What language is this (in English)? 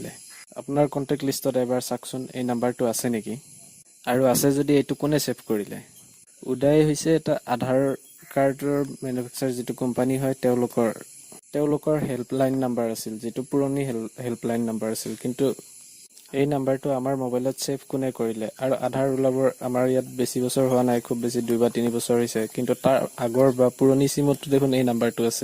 Assamese